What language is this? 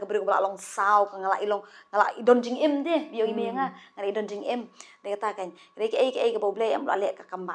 Khasi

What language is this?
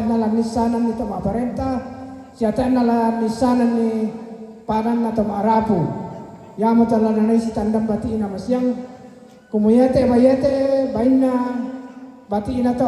Toraja-Sa'dan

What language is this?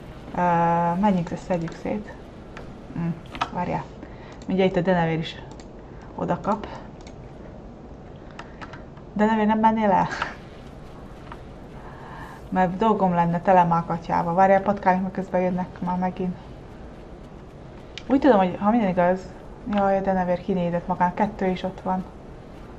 Hungarian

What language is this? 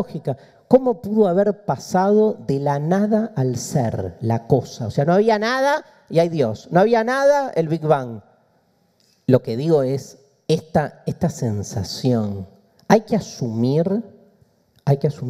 Spanish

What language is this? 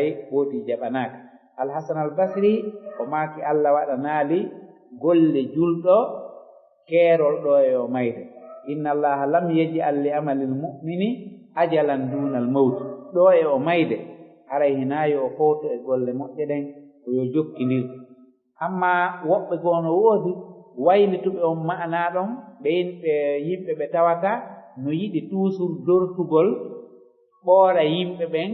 Fula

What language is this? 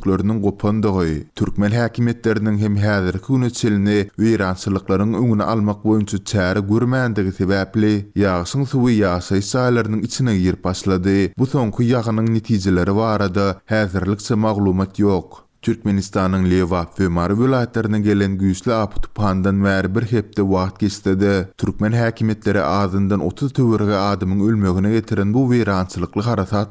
Turkmen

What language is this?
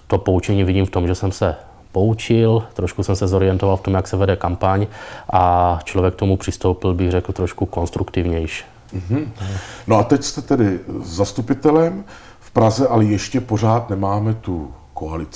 Czech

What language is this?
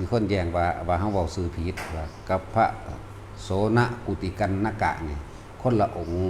Northeastern Thai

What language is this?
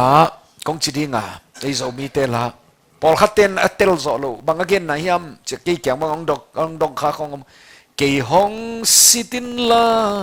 Tedim Chin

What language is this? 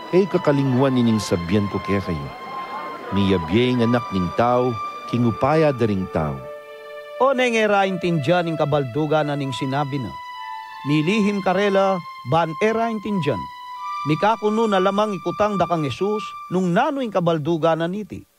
Pampanga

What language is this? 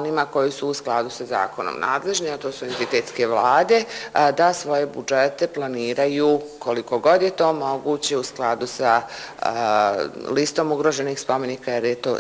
Bosnian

